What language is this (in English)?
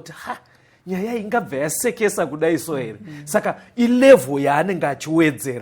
Shona